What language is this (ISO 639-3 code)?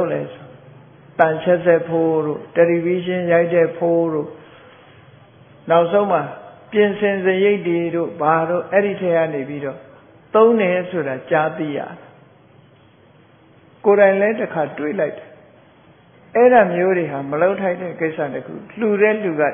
mya